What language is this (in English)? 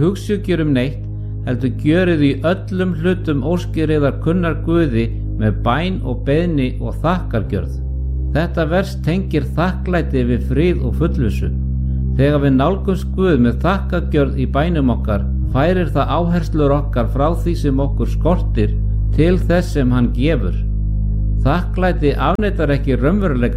Icelandic